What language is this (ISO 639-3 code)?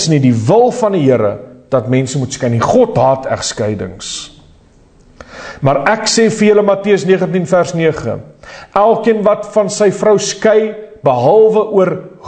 afr